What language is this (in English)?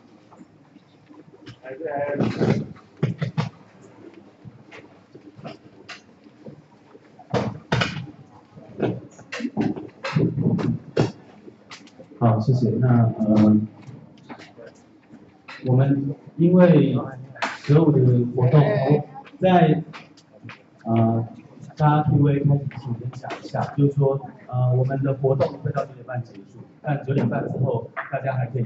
Chinese